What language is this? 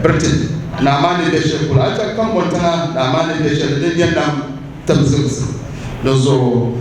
Dagbani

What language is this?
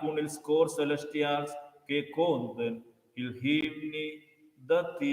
Romansh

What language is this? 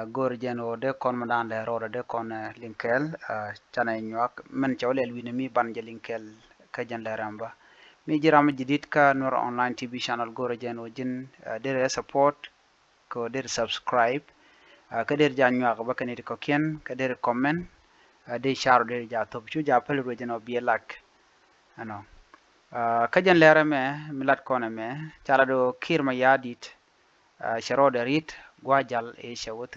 Nuer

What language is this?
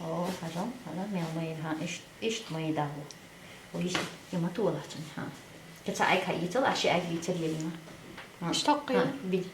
Chechen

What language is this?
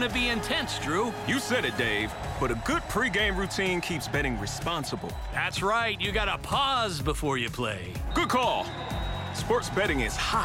English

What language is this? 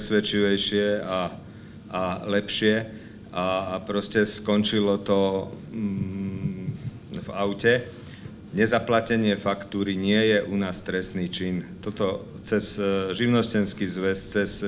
Slovak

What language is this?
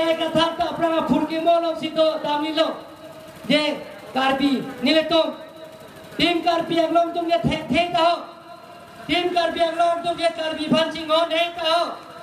Karbi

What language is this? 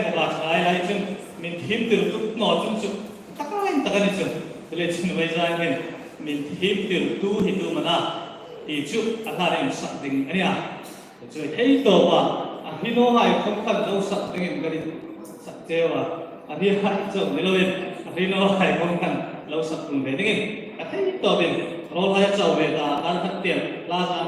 Hmar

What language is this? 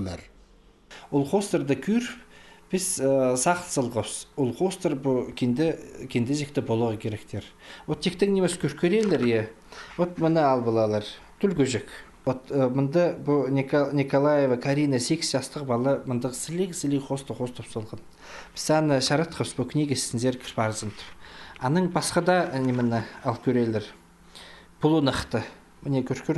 Khakas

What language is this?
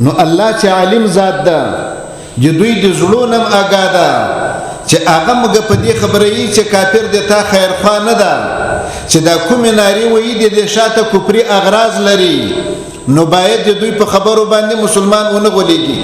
Pashto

